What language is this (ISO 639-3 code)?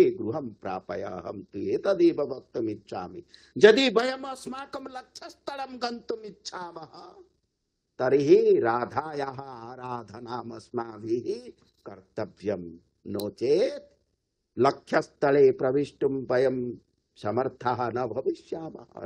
san